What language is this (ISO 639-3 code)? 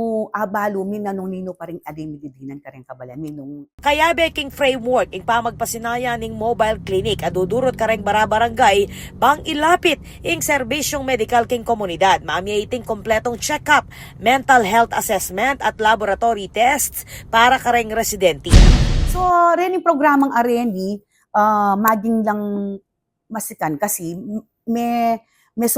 pam